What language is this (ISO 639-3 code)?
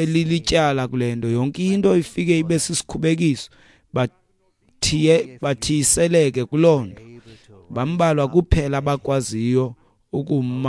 xho